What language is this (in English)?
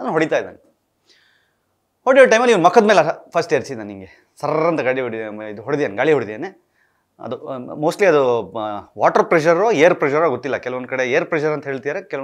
Kannada